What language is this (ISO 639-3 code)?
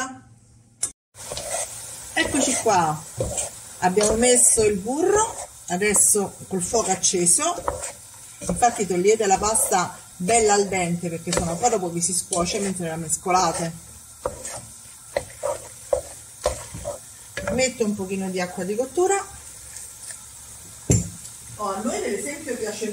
ita